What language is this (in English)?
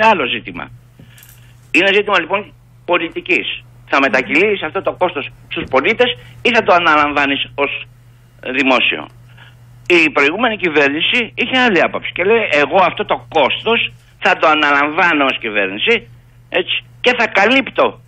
Greek